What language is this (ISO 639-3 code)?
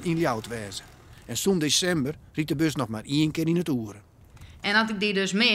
fry